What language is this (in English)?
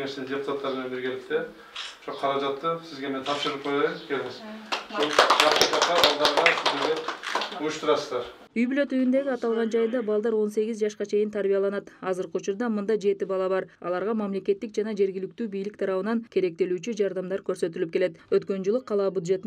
Kyrgyz